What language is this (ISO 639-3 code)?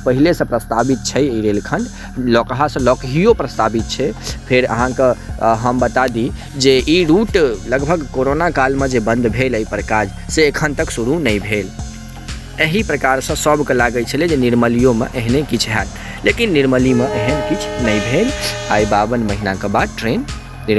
mai